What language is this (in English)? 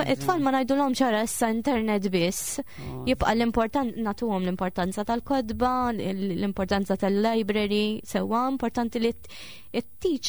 Maltese